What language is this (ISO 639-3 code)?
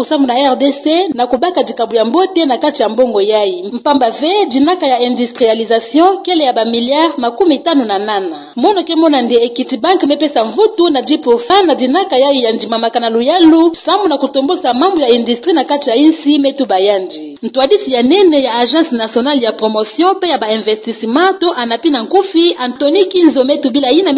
ktu